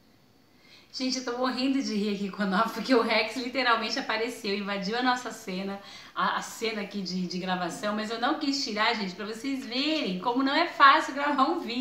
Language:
Portuguese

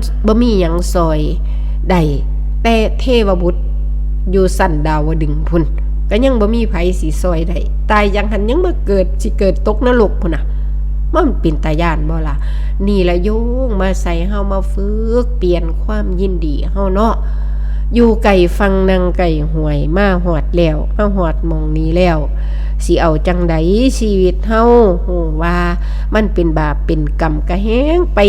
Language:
Northeastern Thai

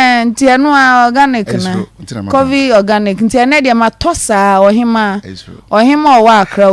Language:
Akan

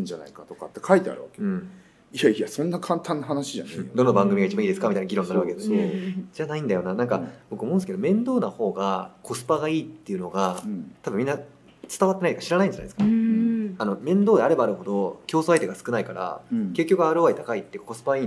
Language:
Japanese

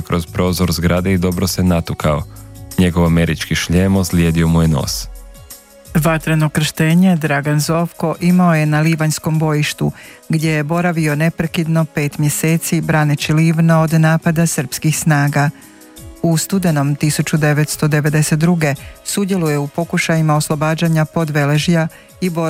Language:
Croatian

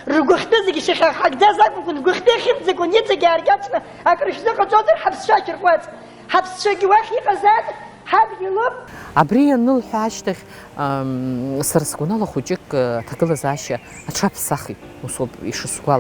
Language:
Abkhazian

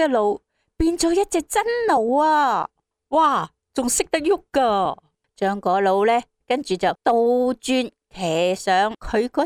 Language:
Cantonese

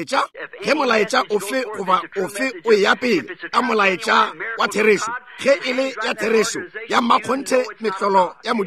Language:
Northern Sotho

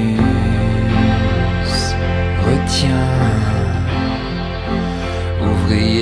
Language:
French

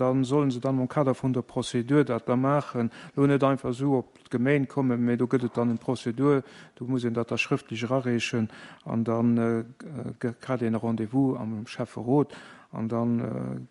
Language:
Luxembourgish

